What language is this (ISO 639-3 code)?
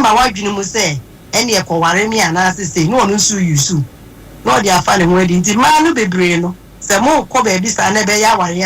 aka